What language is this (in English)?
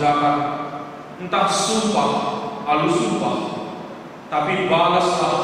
Batak Karo